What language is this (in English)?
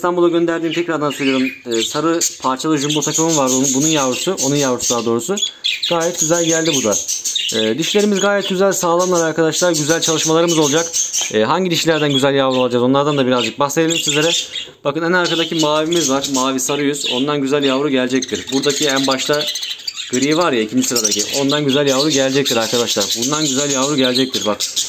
Turkish